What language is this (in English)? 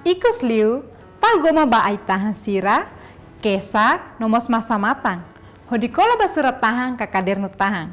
Tetum